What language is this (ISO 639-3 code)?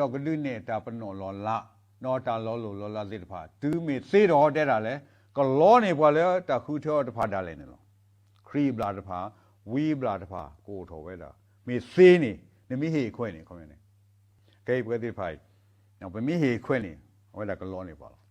ksw